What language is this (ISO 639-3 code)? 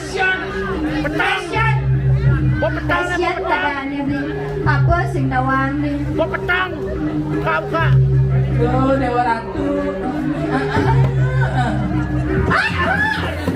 ban